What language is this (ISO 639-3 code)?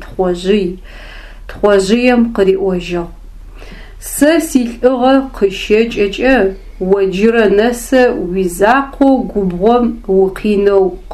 ady